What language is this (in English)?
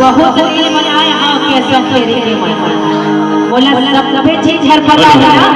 Chhattisgarhi